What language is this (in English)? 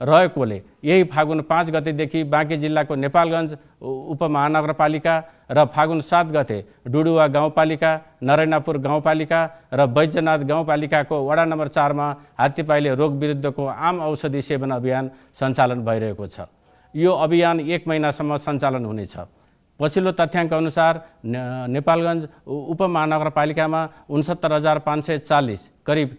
Nepali